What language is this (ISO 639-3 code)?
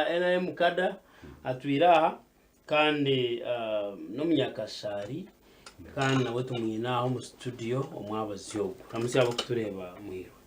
nyn